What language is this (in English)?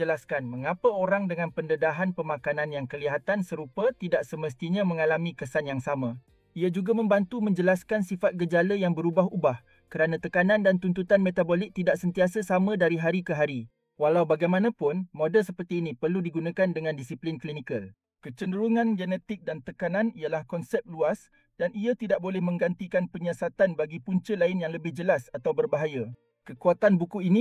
Malay